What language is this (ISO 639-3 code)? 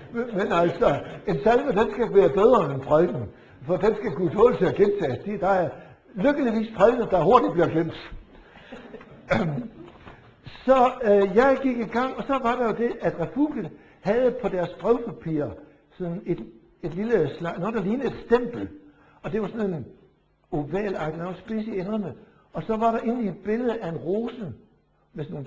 dan